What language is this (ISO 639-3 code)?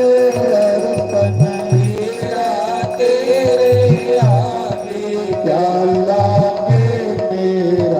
doi